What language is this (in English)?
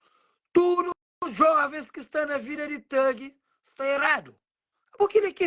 Kabuverdianu